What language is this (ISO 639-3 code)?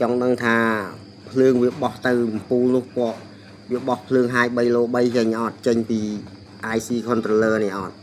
khm